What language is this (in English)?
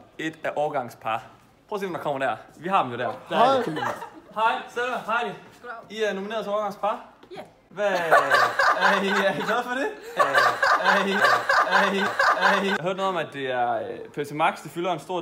Danish